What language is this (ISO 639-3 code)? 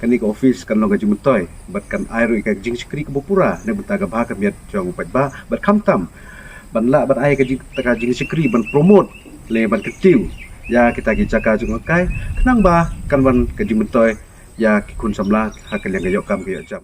kha